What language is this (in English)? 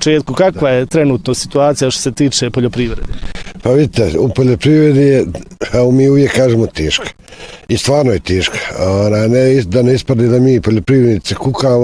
Bosnian